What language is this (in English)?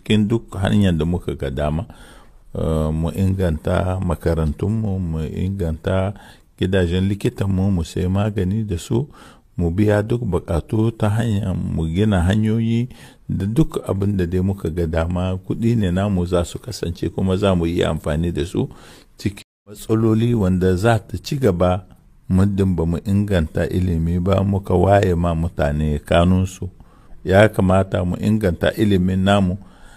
Hausa